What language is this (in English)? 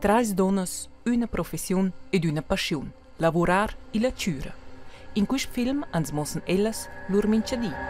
Romansh